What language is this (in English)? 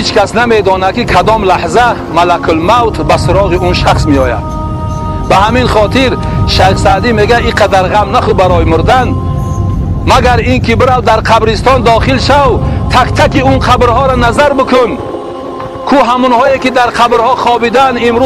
Tajik